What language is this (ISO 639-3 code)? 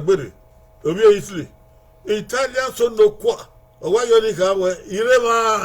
bin